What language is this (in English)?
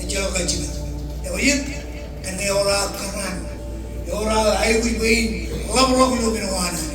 Marshallese